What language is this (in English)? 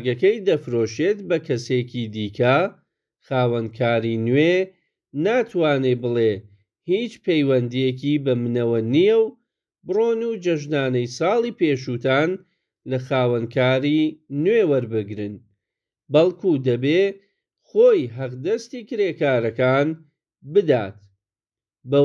Central Kurdish